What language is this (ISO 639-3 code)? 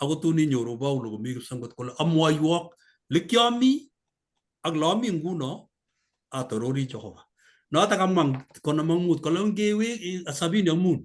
kln